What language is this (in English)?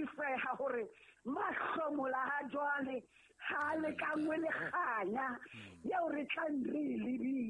Southern Sotho